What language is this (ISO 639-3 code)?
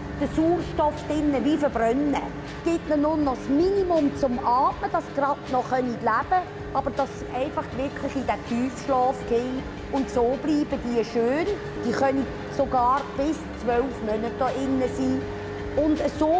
roh